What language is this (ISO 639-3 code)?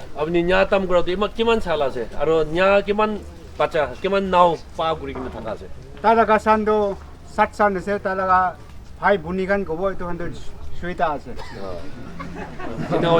nag